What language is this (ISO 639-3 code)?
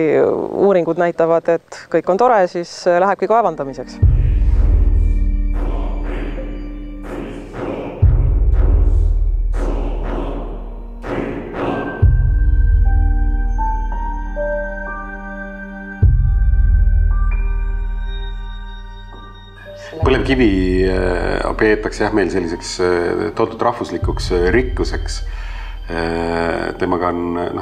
est